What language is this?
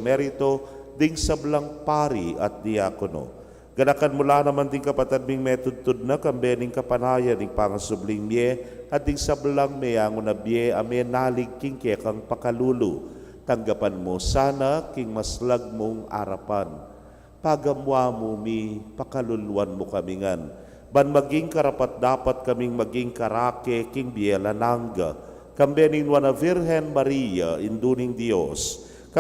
Pampanga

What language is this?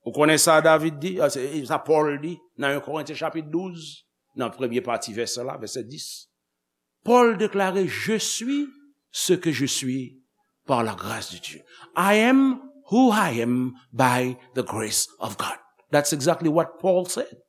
Haitian Creole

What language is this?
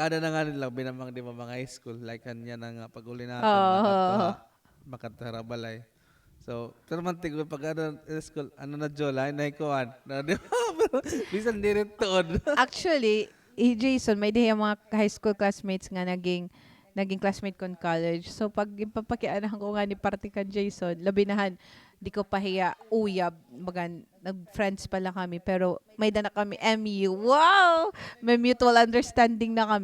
Waray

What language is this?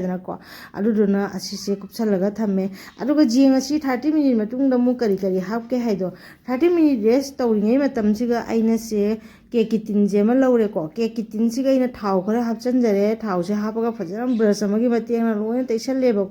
Manipuri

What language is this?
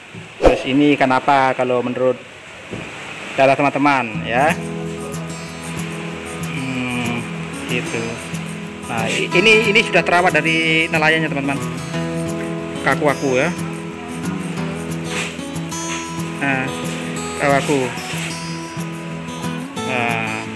Indonesian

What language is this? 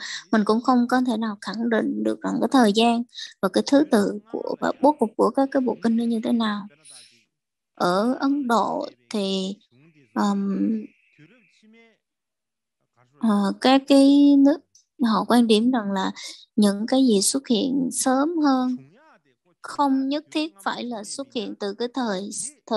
Vietnamese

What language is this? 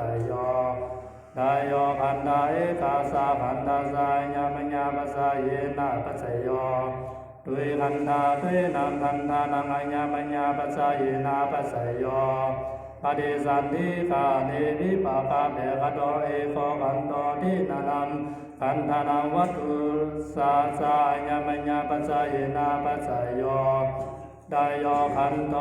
Pali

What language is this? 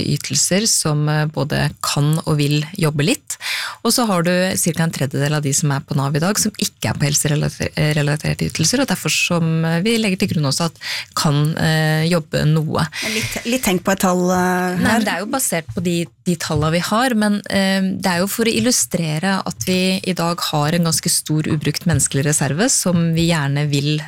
Norwegian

